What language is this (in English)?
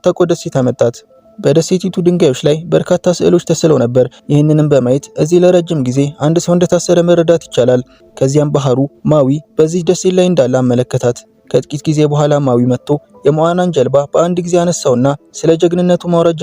Amharic